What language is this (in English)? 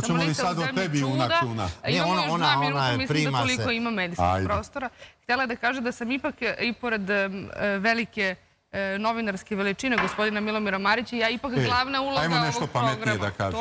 Serbian